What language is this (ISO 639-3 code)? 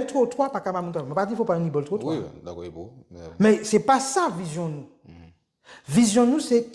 gcf